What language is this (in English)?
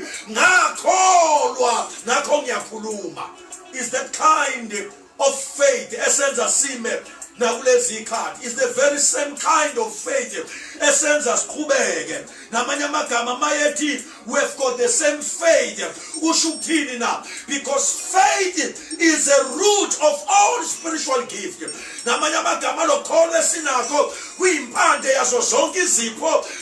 Zulu